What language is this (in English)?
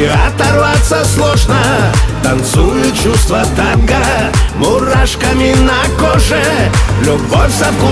Russian